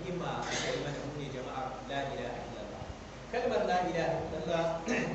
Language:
Hausa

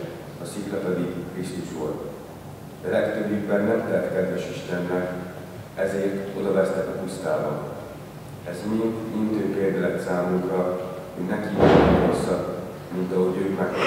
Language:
Hungarian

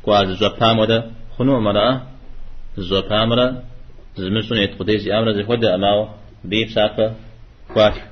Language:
Kabardian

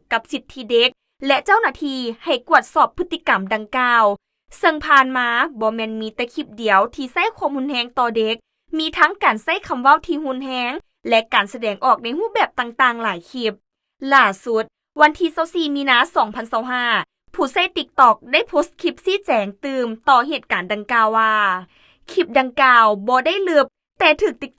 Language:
Lao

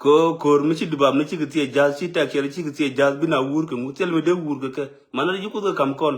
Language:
Nuer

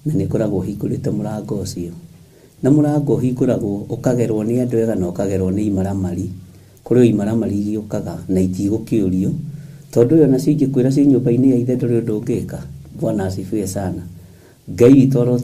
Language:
Kikuyu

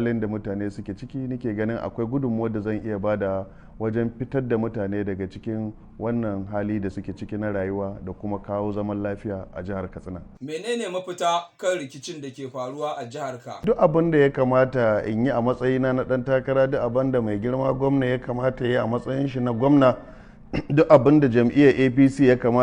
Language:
Hausa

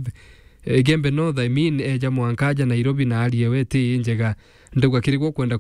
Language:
Meru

